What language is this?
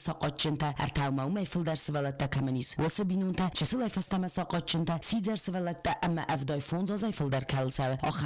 Ossetic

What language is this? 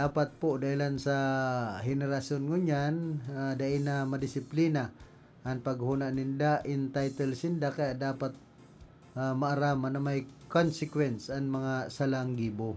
Bikol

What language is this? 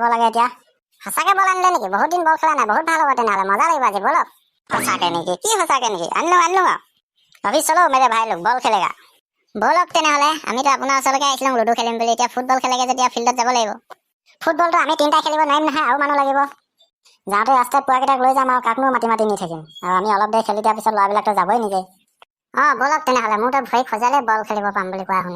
Assamese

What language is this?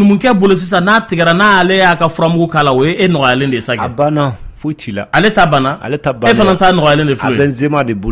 Bambara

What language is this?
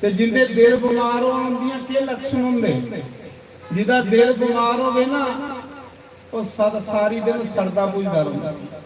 Dogri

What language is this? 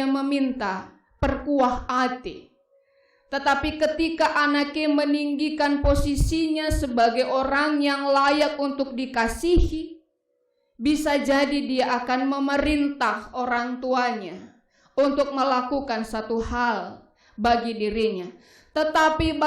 Batak Karo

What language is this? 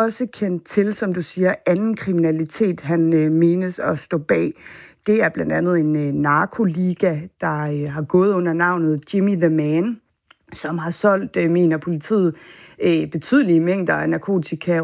Danish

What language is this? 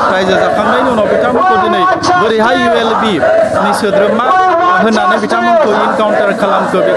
Bodo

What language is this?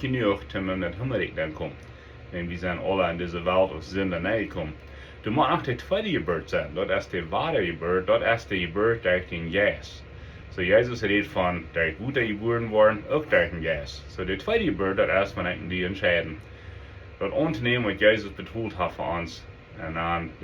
Plautdietsch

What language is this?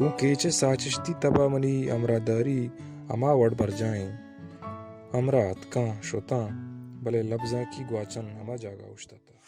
Baluchi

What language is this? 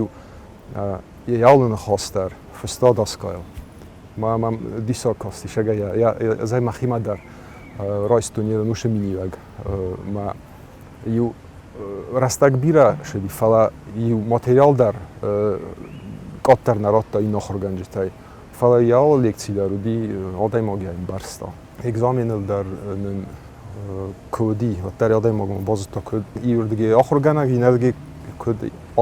Ossetic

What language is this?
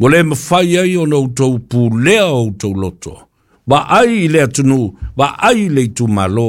Samoan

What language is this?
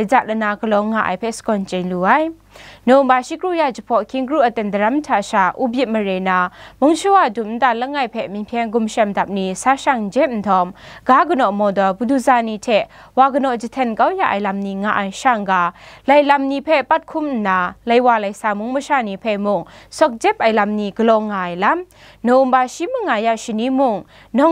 Kachin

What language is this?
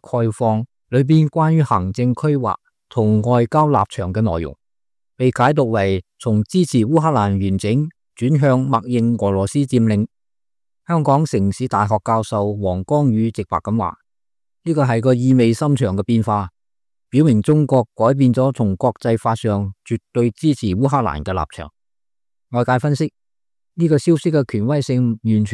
Cantonese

